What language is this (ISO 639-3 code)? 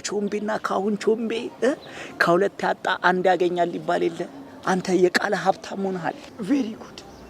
amh